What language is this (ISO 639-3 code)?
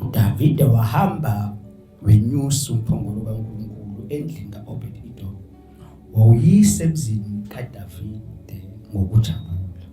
zul